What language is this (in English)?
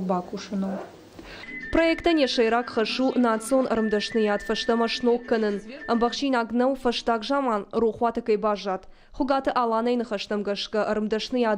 Ossetic